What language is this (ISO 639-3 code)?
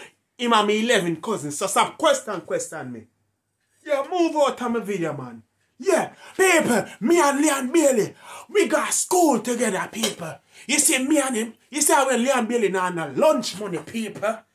jam